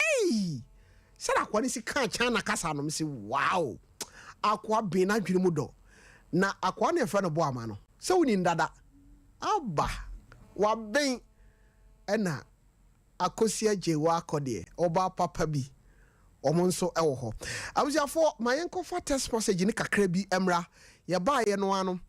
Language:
Akan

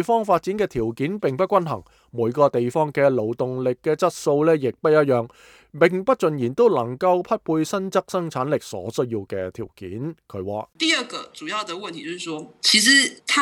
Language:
Cantonese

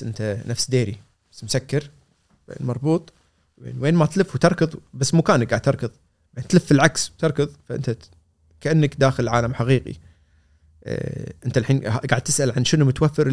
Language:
Gulf Arabic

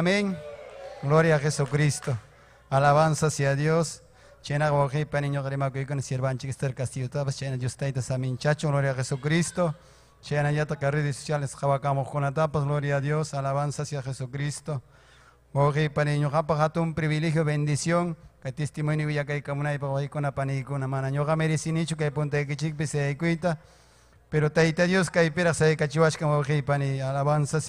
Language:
Ayacucho Quechua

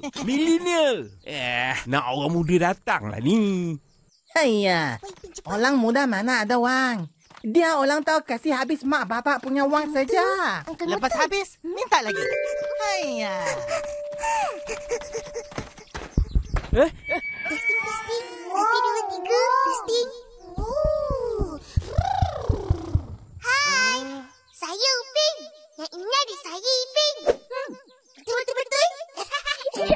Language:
Malay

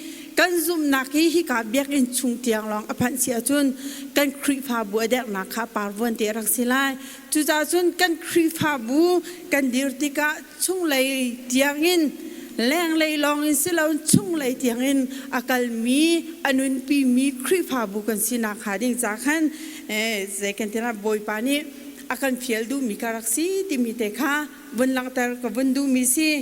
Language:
Hakha Chin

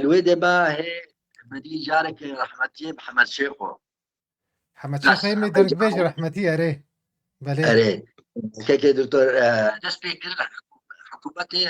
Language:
Kurdish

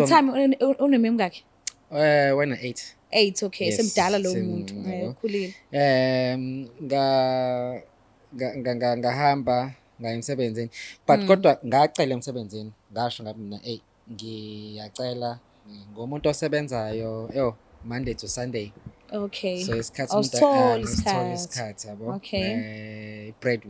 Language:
Zulu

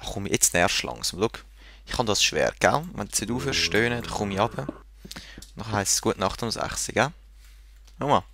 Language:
Swiss German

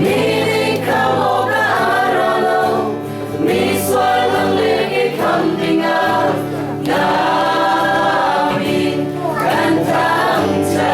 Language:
Falam Chin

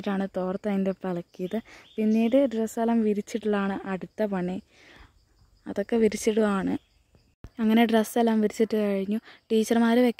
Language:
Malayalam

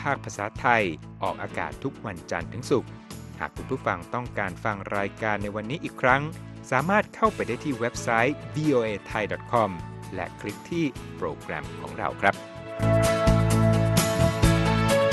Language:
Thai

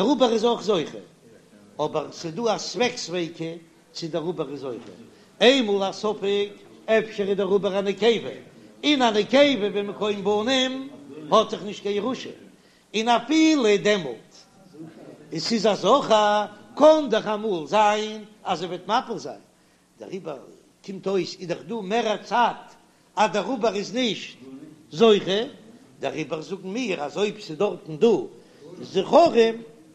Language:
Yiddish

